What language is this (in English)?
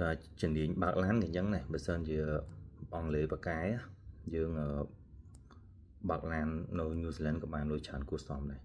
Khmer